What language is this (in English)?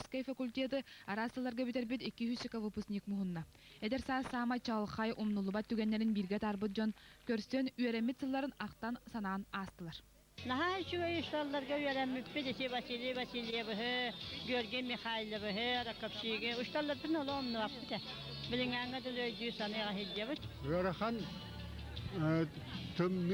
Yakut